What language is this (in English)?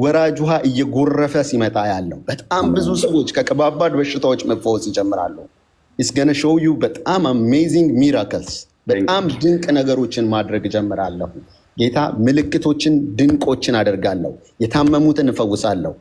Amharic